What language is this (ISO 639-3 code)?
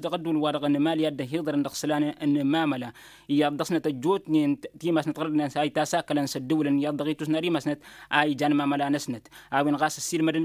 taq